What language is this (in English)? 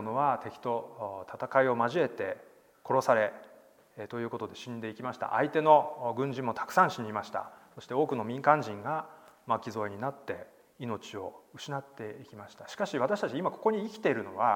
Japanese